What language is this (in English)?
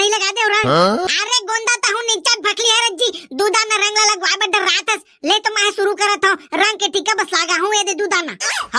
Chhattisgarhi